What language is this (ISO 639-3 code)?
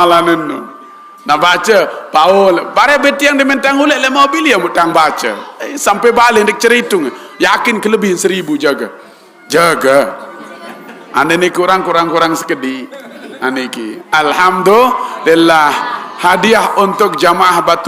sas